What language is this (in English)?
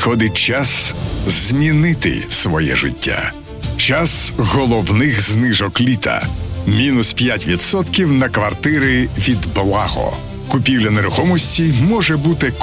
Ukrainian